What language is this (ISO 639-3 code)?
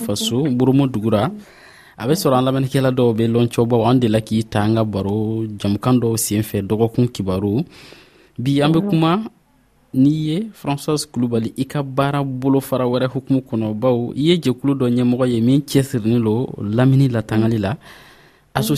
dyu